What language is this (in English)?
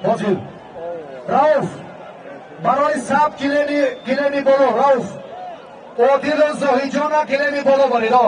Tajik